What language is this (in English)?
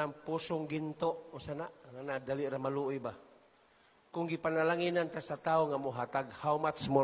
Cebuano